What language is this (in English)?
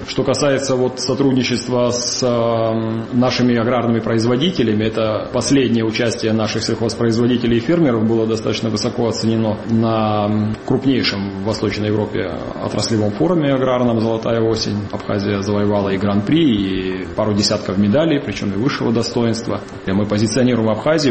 Russian